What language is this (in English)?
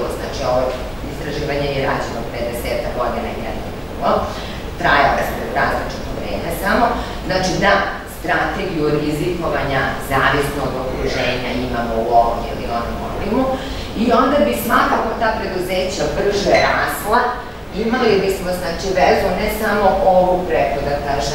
Serbian